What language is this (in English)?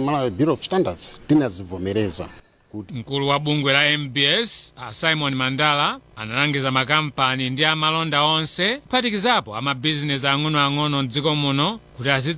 Nyanja